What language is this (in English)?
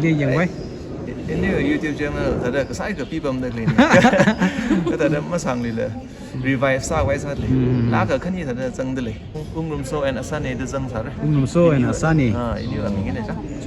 Tangkhul Naga (India)